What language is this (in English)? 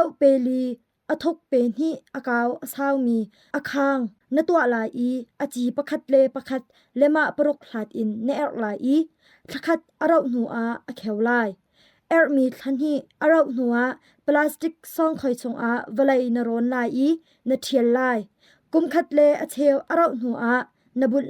Hakha Chin